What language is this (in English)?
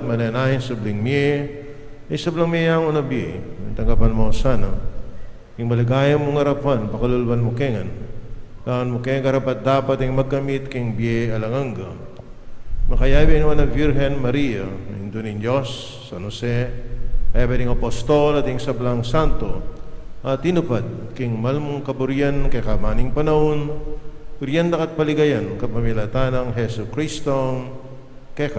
Pampanga